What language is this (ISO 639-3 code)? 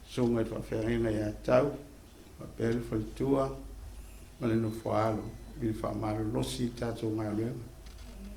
smo